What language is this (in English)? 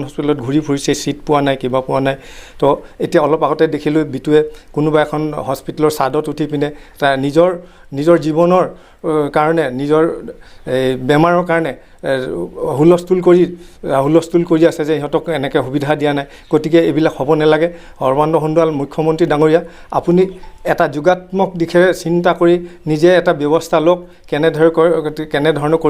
Assamese